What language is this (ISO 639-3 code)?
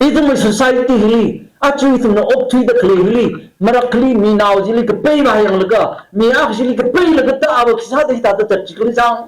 nmf